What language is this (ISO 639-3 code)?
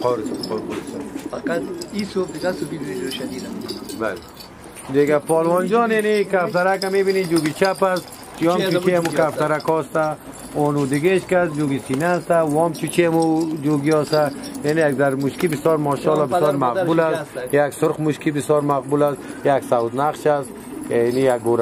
fas